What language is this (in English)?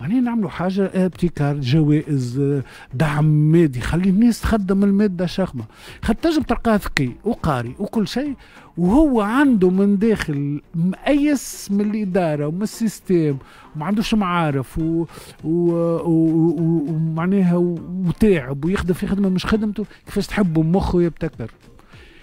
Tunisian Arabic